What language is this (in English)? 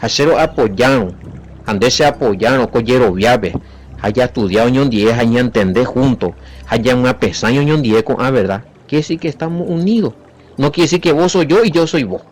Guarani